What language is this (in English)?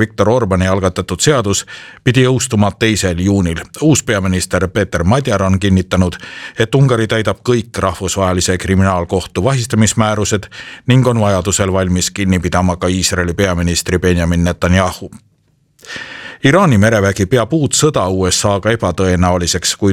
Estonian